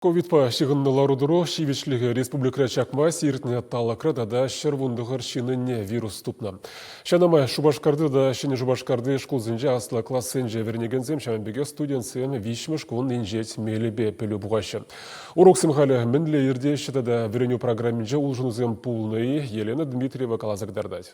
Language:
Chuvash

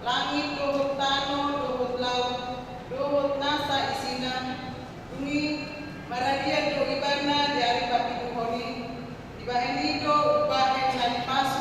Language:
Batak Toba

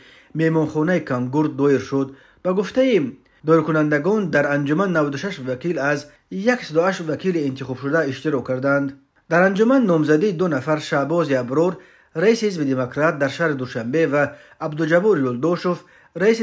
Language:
Tajik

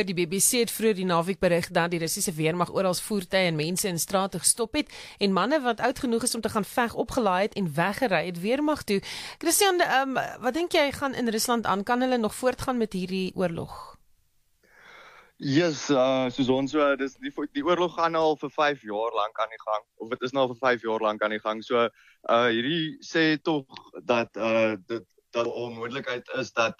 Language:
Afrikaans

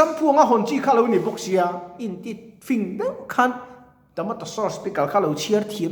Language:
Mizo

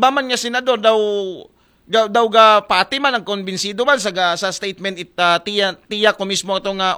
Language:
Aklanon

